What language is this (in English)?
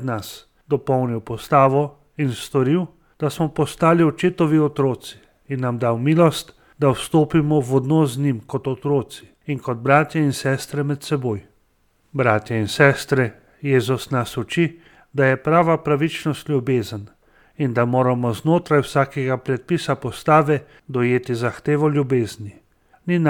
Slovenian